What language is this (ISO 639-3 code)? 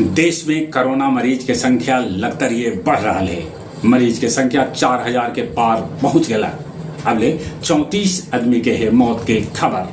mag